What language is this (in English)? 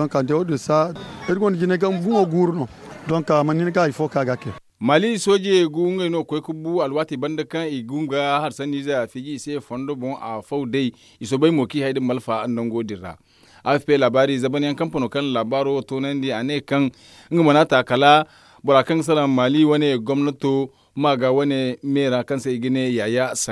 Zarma